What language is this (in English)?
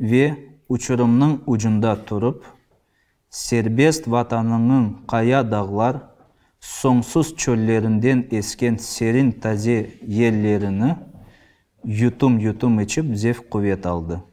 Crimean Tatar